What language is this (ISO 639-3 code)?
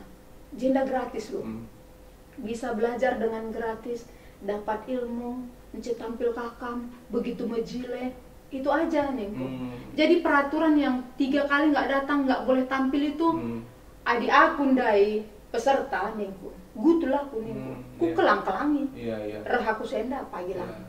btx